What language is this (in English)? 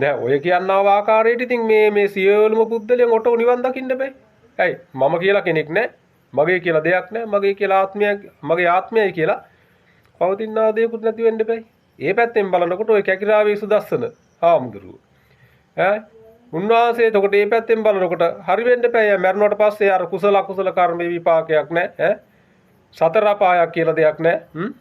Sinhala